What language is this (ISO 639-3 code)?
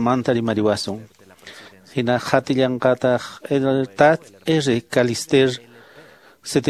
que